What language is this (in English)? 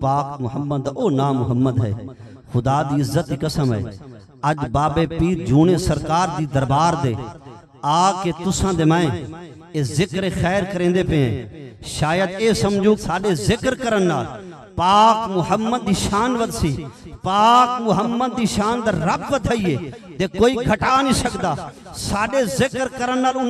Saraiki